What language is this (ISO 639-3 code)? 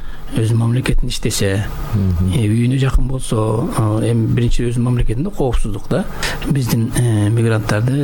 kir